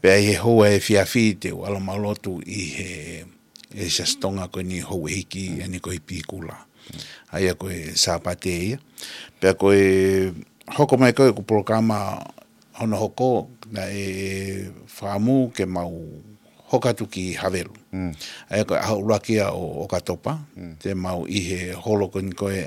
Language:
Tongan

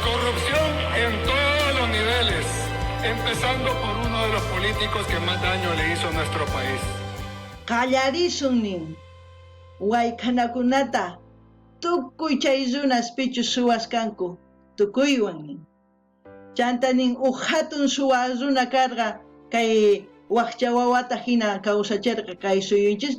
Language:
South Bolivian Quechua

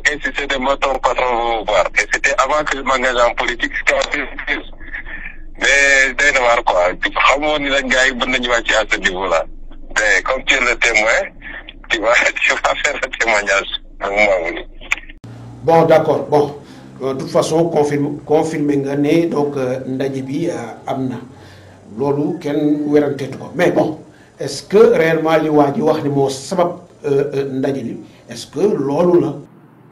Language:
Wolof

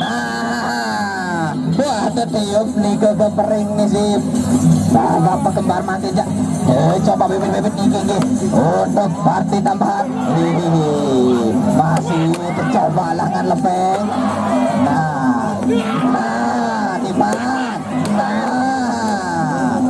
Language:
Sasak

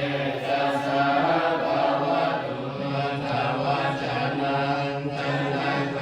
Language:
Pali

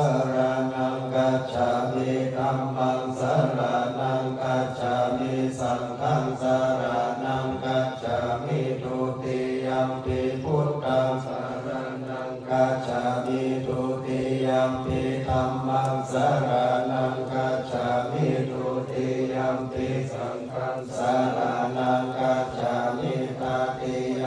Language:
Pali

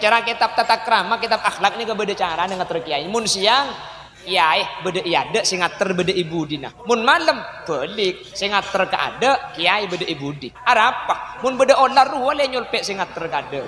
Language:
Madurese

